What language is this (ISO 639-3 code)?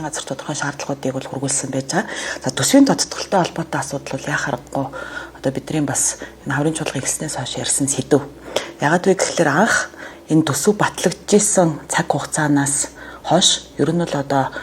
mon